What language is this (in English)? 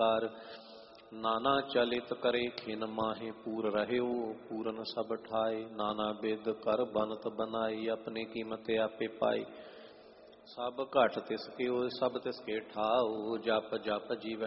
Punjabi